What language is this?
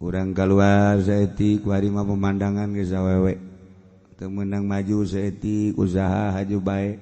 Sundanese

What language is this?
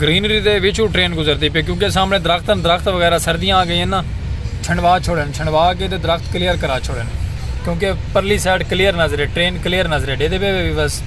Saraiki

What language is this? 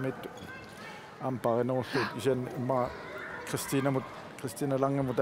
Kalaallisut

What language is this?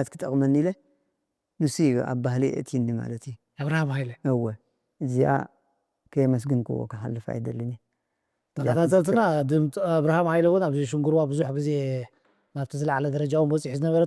Tigrinya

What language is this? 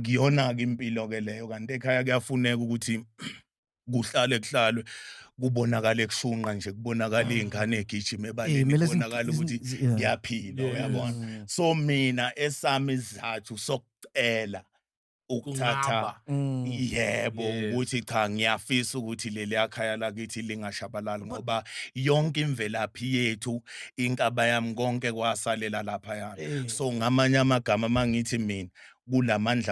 Zulu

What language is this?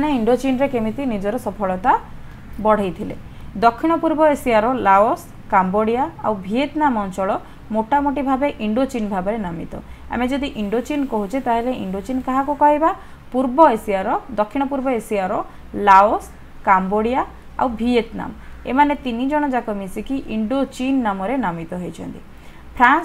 Odia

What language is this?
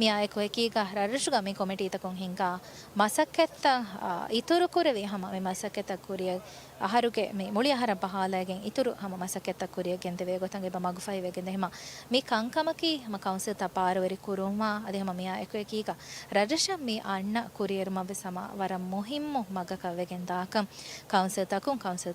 Divehi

